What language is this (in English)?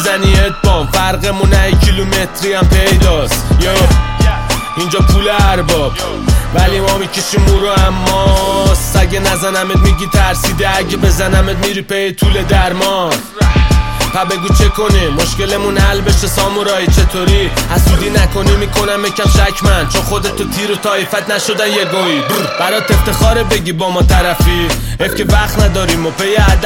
Persian